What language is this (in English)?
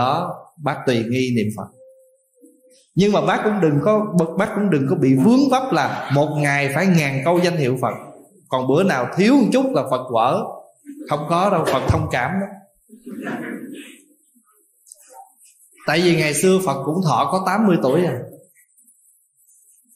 Vietnamese